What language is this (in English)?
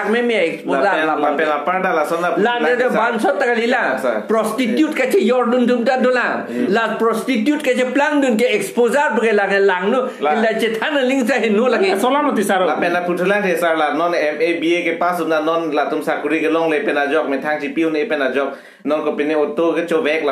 Karbi